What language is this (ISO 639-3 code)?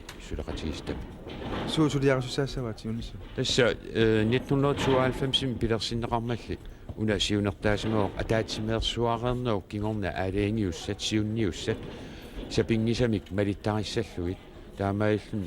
kal